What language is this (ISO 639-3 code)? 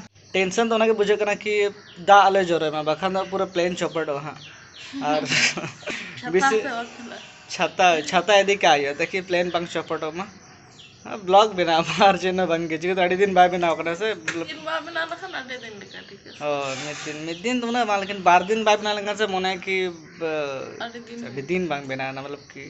sat